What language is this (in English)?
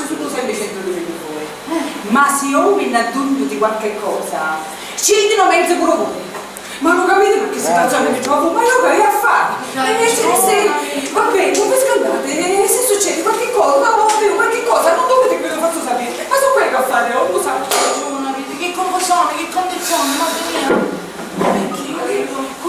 Sicilian